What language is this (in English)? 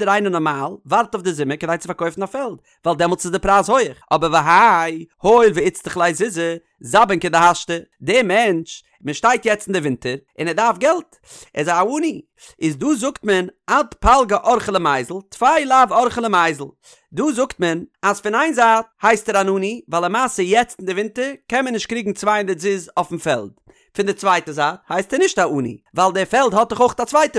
Yiddish